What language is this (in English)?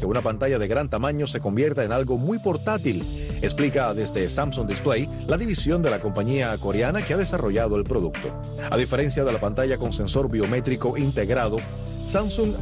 Spanish